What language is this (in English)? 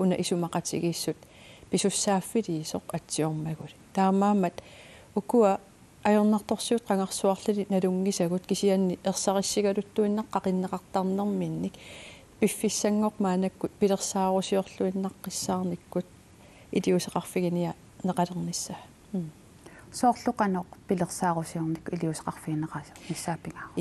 Kalaallisut